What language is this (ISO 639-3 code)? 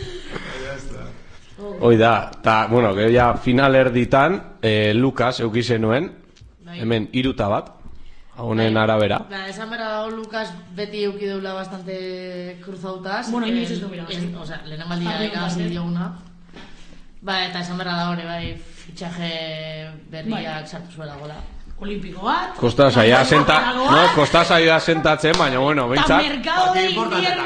eus